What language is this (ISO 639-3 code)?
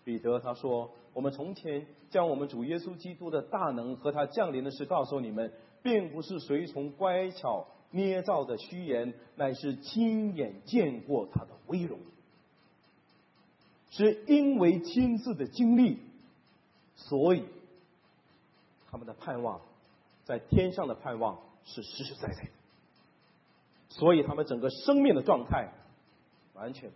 zho